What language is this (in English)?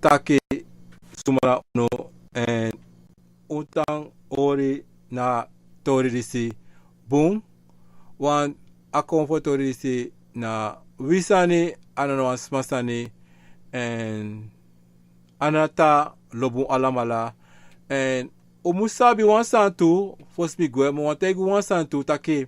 Sranan Tongo